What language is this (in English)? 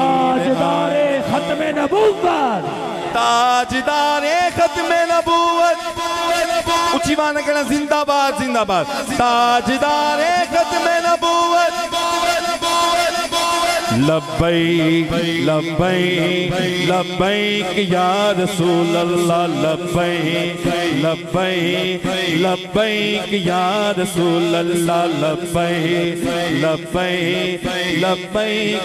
Urdu